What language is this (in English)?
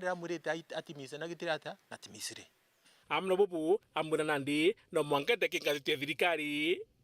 Meru